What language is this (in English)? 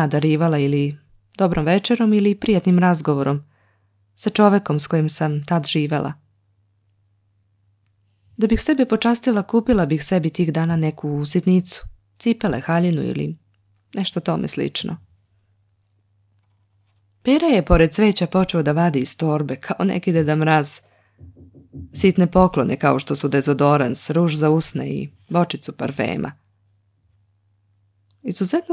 Serbian